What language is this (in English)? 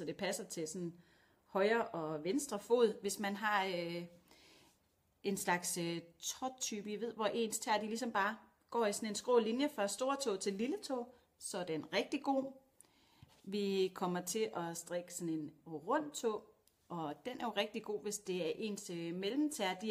Danish